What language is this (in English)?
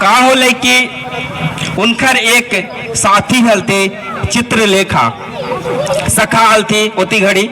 Magahi